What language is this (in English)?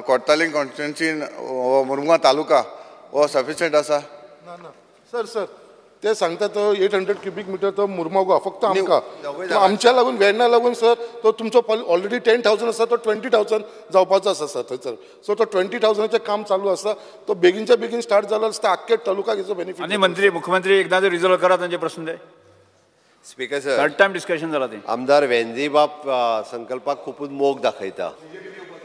Konkani